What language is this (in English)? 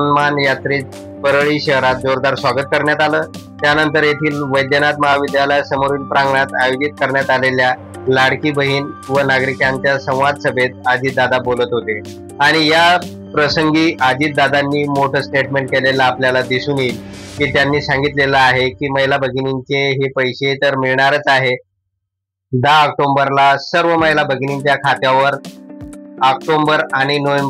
Marathi